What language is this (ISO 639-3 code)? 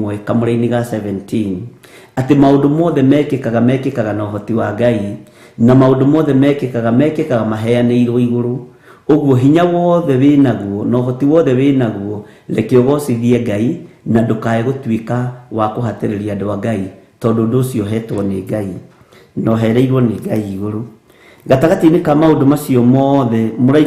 kik